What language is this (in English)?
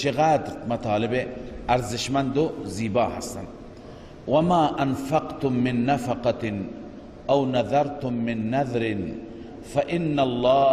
Persian